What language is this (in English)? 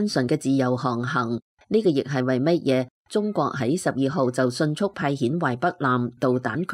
Cantonese